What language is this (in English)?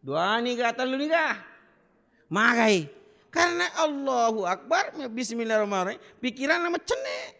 Buginese